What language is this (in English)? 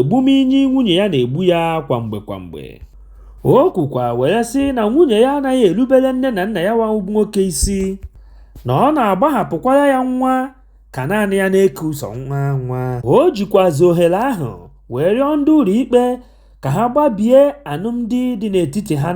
Igbo